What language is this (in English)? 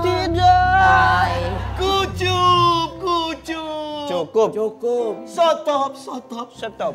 Musi